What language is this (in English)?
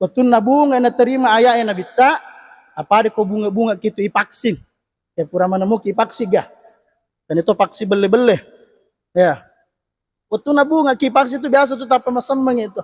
Buginese